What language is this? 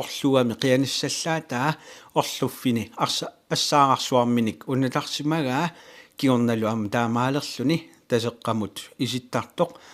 Kalaallisut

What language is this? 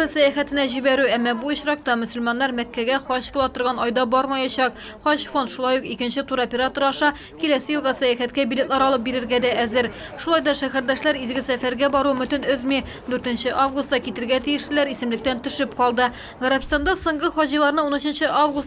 Tatar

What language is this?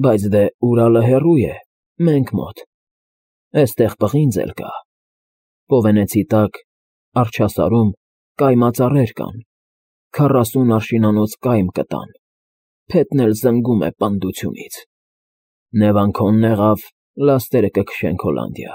Armenian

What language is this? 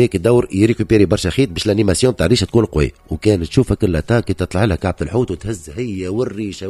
Tunisian Arabic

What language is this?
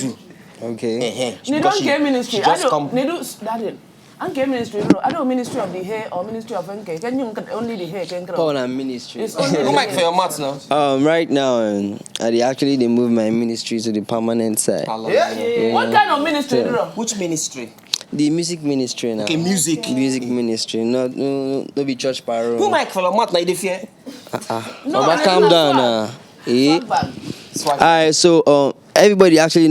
Nigerian Pidgin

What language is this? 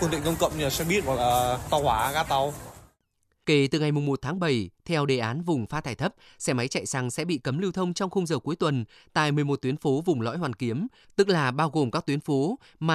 Vietnamese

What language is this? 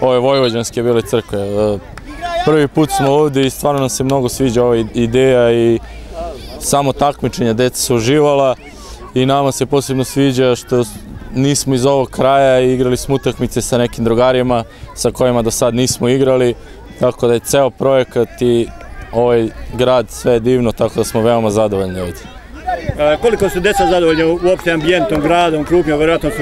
Serbian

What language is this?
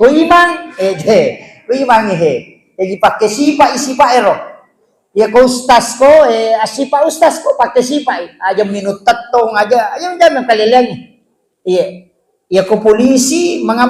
Buginese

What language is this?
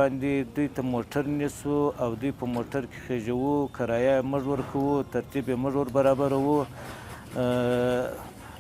Pashto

